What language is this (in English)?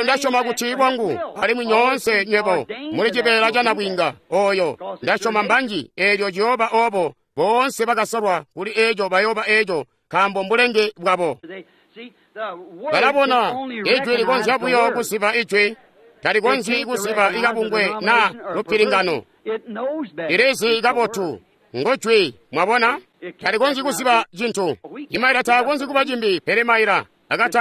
Tonga (Zambia)